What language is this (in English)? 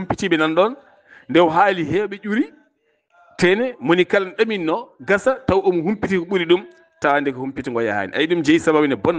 Fula